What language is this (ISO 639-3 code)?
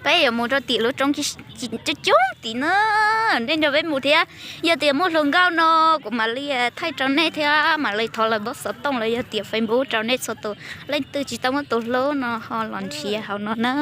hmn